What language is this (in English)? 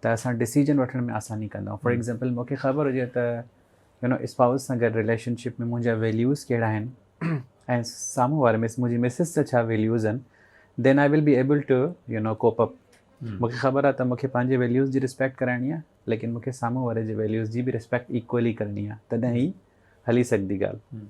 Sindhi